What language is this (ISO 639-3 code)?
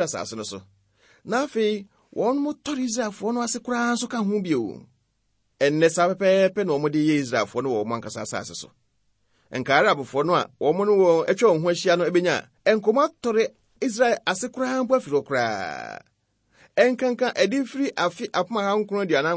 aka